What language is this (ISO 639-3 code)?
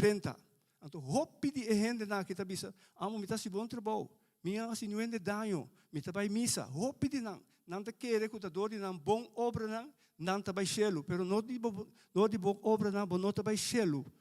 pap